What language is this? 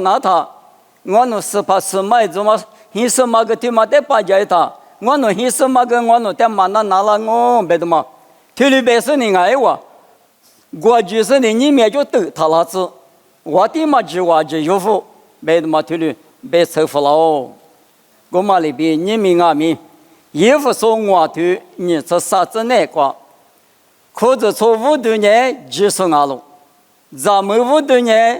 Lisu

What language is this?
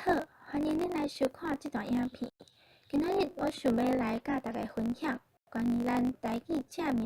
Min Nan Chinese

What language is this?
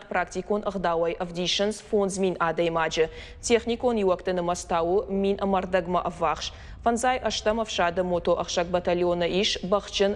Ossetic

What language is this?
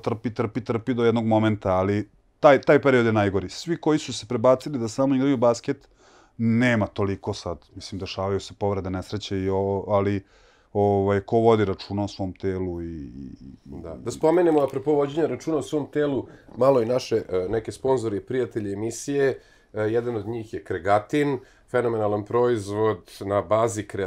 Serbian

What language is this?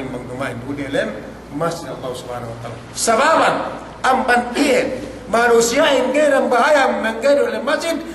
Yakan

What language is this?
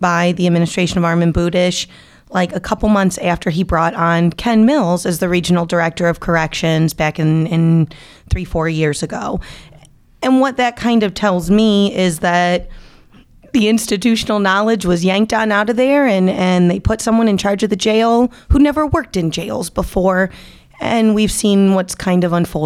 English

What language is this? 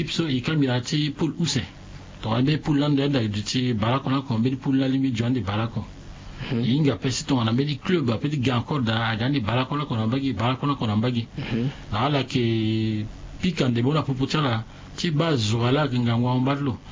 Sango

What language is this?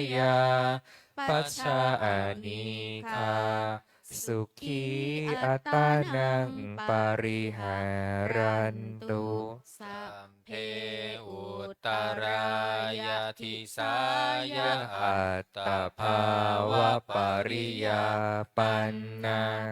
Pali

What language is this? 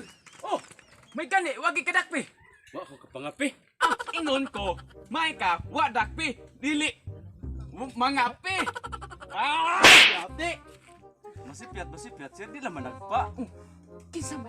Cebuano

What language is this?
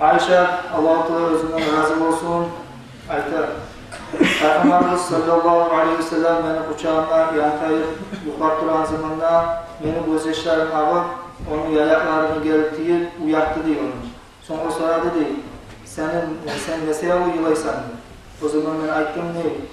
Kumyk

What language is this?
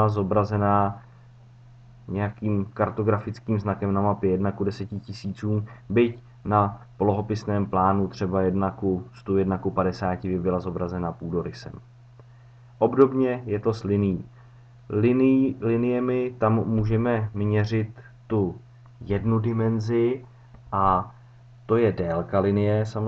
Czech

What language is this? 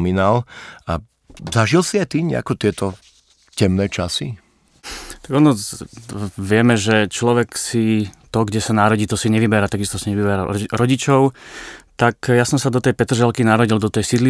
Slovak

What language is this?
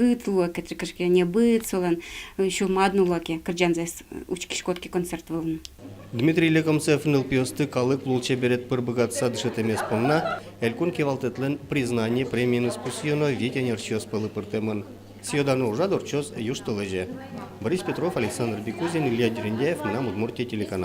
Udmurt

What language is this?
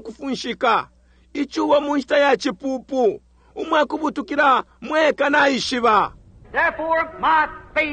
Bemba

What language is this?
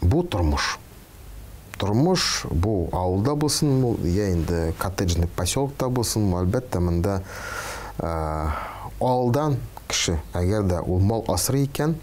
Tatar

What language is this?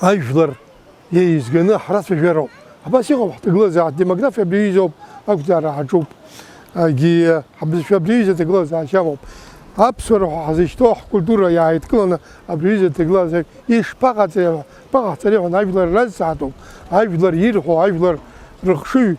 Abkhazian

